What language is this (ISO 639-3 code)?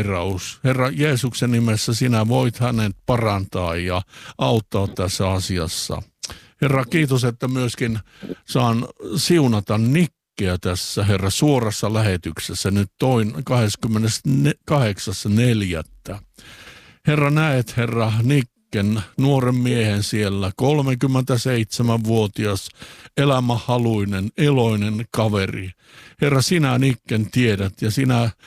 fin